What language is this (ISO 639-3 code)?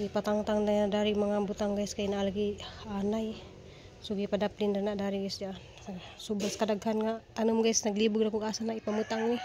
ceb